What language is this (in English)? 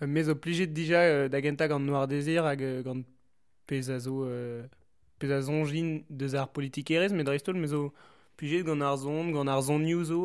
Breton